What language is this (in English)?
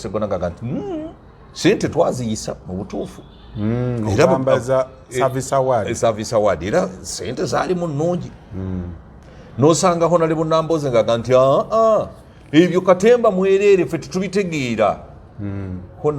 Ganda